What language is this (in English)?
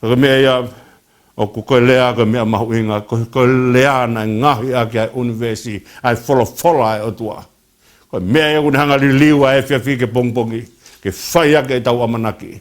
Tongan